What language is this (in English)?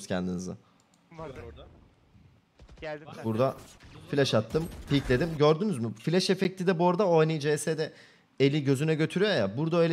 Turkish